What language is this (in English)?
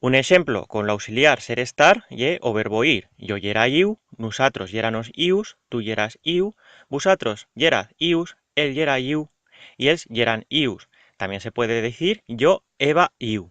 Aragonese